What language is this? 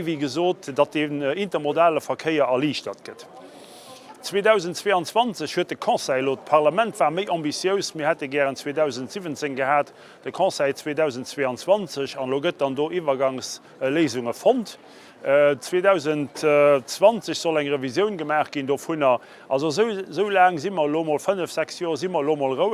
Luxembourgish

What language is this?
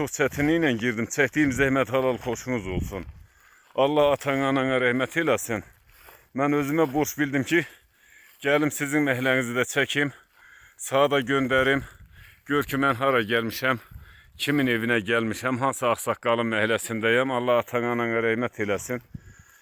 Azerbaijani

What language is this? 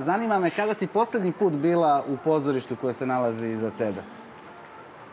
Serbian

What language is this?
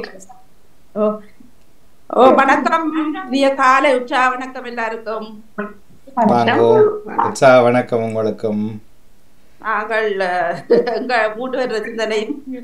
Tamil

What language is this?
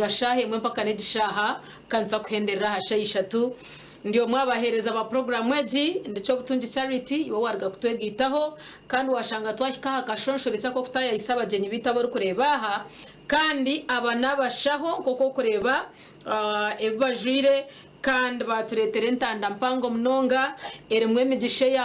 Nyankole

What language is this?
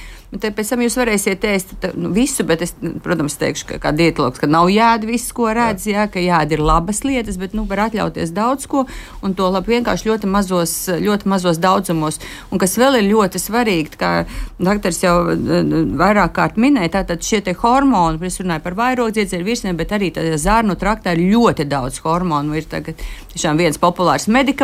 Latvian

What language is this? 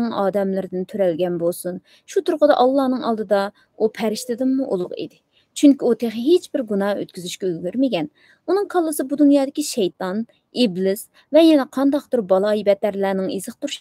Uyghur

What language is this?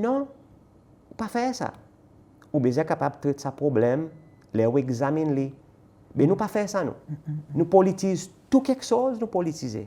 Seselwa Creole French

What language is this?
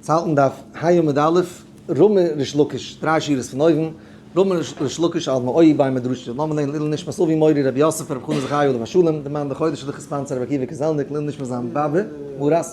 Yiddish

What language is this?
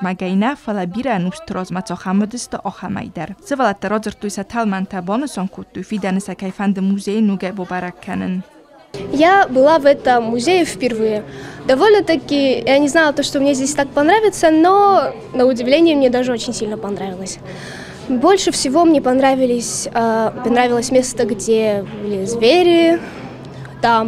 Ossetic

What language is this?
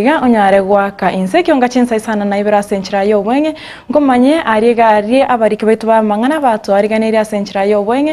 Gusii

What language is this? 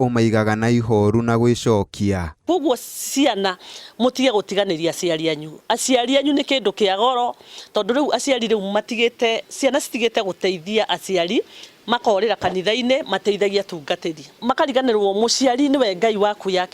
Kikuyu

